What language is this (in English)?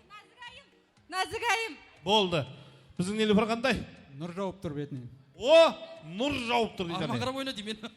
Kara-Kalpak